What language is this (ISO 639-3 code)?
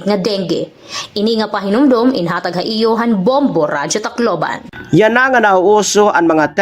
war